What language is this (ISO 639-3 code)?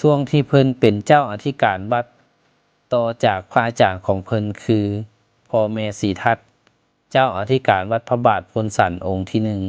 lao